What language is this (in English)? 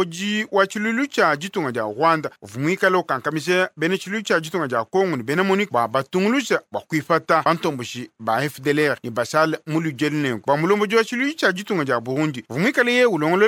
Luba-Lulua